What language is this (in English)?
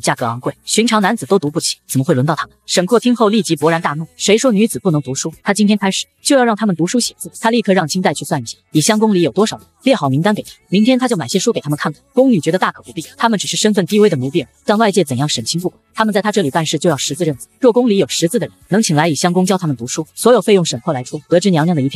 Chinese